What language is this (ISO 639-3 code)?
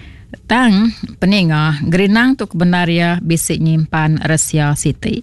iba